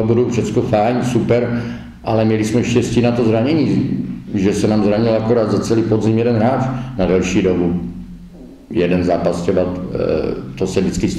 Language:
Czech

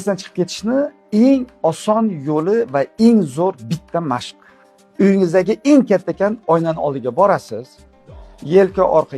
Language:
Uzbek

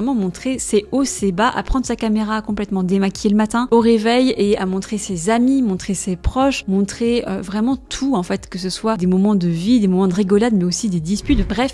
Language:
French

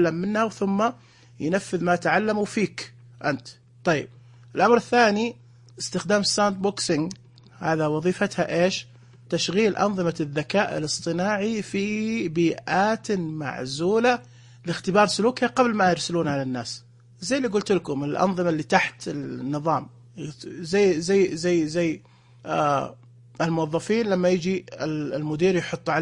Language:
Najdi Arabic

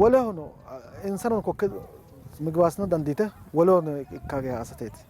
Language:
Sidamo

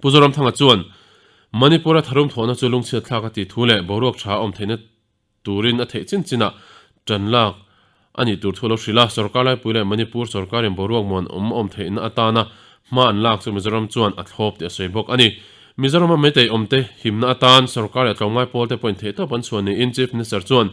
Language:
Mizo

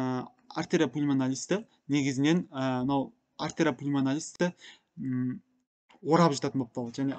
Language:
Kazakh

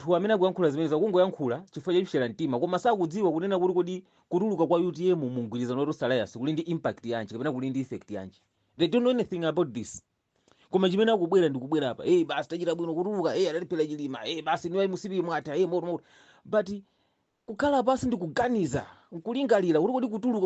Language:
Nyanja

